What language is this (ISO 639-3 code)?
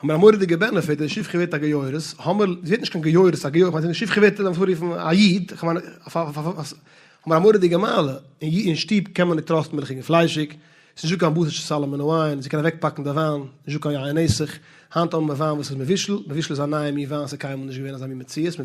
yid